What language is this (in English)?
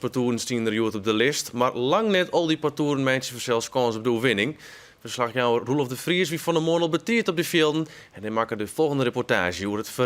Western Frisian